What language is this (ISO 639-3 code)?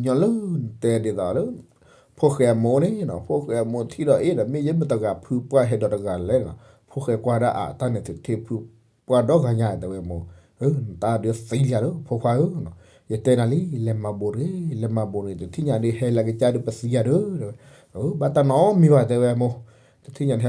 ksw